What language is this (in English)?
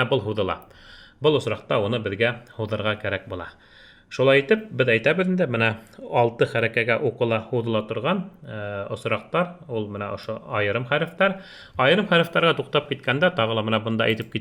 Bashkir